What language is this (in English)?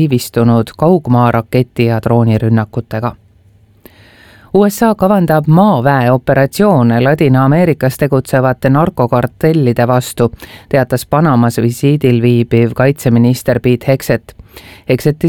Estonian